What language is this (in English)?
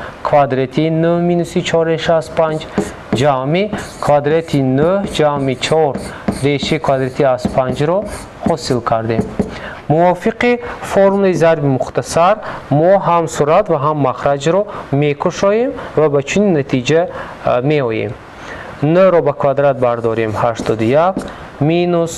Tajik